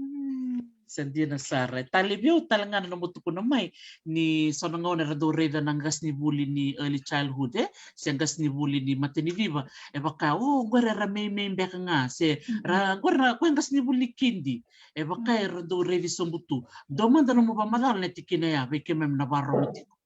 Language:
Fijian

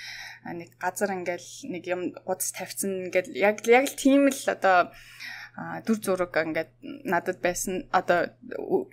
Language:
Mongolian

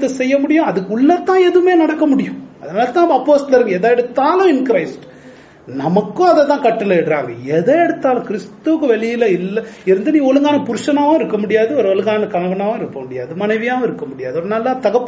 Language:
Tamil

